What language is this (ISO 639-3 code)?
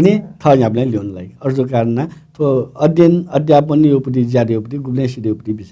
new